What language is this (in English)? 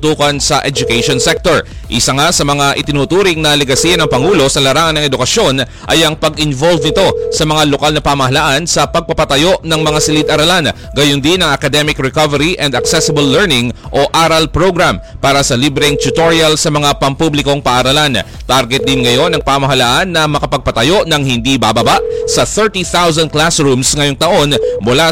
Filipino